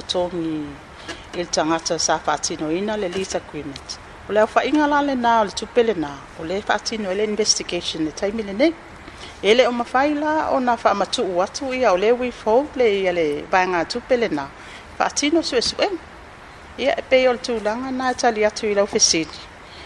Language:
Samoan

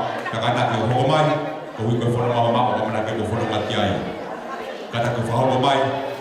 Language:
Tongan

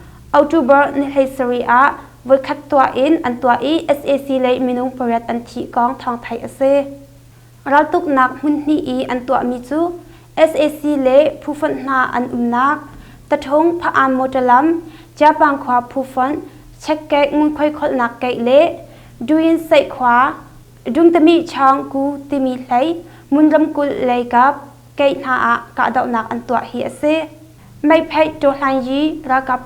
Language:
Hakha Chin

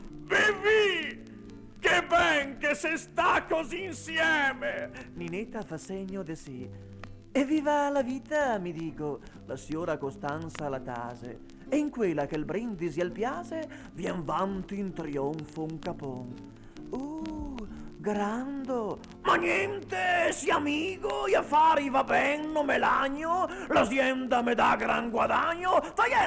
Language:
Venetian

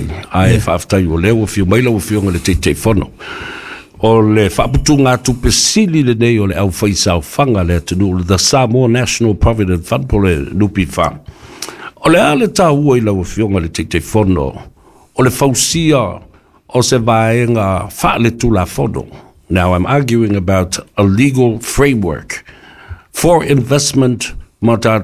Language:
Samoan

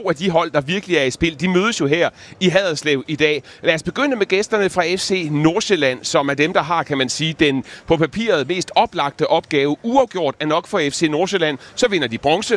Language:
Danish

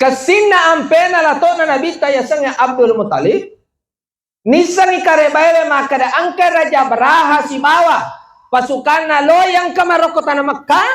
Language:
Buginese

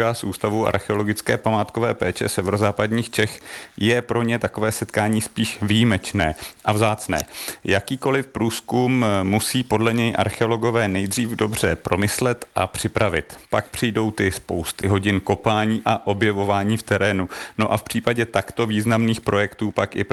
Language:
Czech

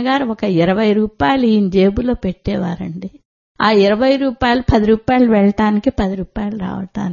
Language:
Telugu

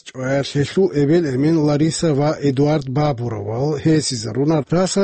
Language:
Avaric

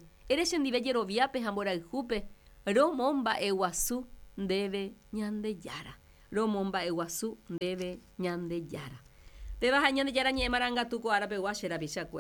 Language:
Guarani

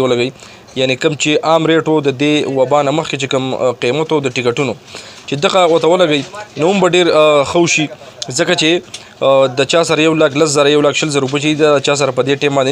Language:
Pashto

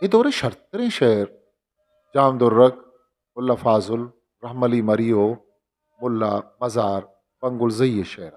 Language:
Eastern Balochi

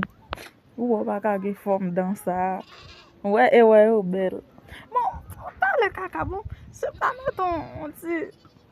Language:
Haitian Creole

